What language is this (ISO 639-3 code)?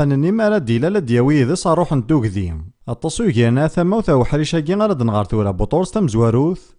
kab